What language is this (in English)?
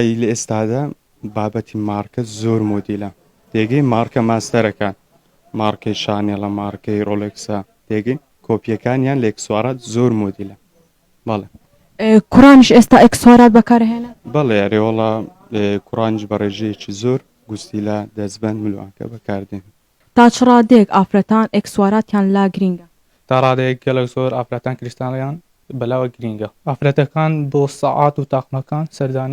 Central Kurdish